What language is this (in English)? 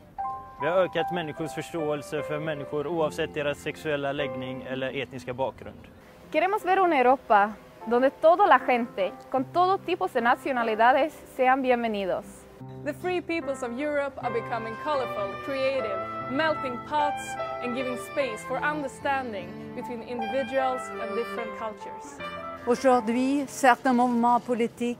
Swedish